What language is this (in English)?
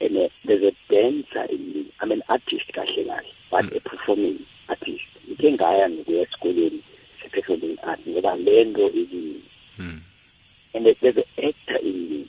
South Ndebele